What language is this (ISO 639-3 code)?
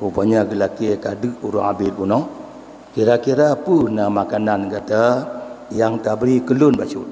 ace